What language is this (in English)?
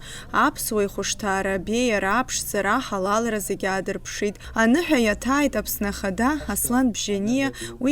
Abkhazian